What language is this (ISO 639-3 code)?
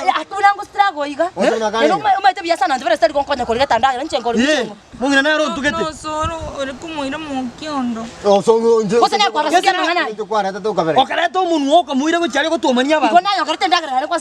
guz